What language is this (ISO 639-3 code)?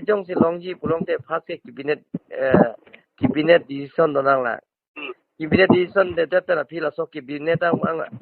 mjw